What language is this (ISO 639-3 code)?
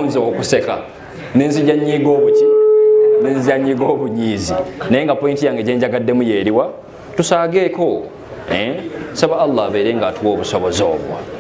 lug